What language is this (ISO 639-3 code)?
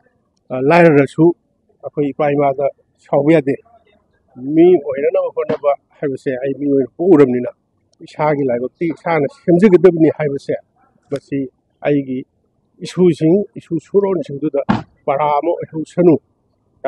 mni